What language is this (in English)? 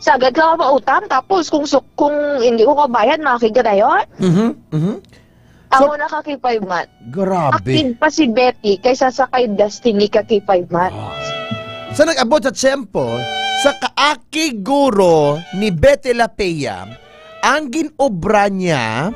Hiligaynon